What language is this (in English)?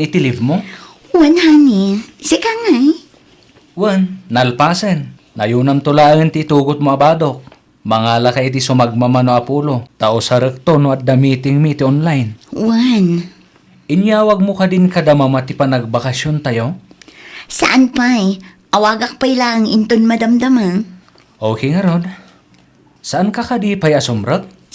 Iloko